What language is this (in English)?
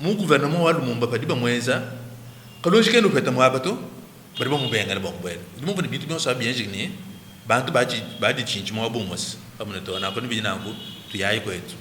Luba-Lulua